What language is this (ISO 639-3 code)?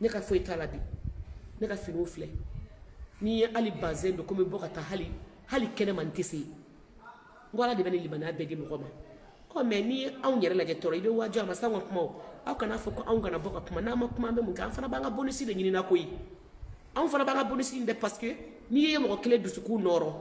bam